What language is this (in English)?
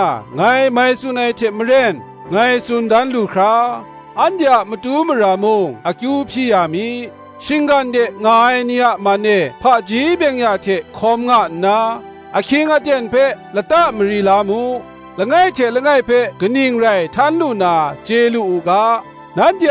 Kachin